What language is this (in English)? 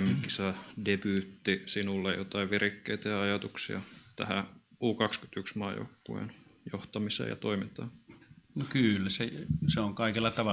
Finnish